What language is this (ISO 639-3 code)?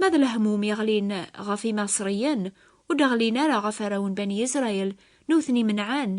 kab